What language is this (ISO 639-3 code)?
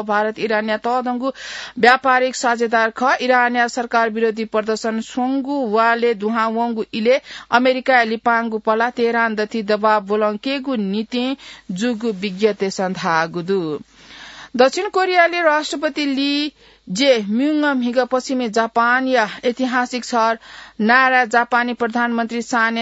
new